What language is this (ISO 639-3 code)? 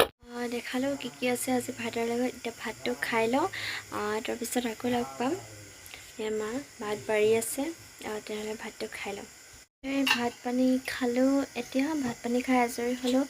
asm